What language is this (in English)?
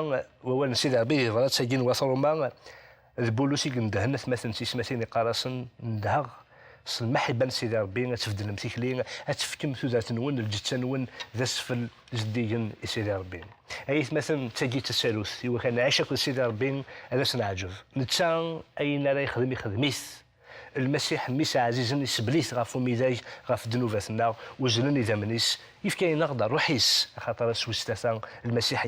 Kabyle